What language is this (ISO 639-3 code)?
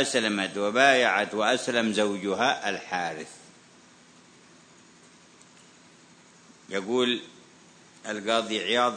ara